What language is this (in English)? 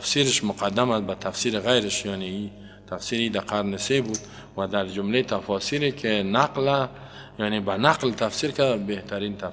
Persian